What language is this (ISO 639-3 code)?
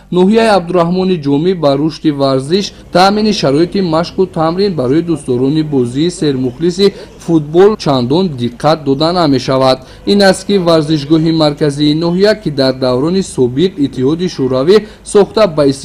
tgk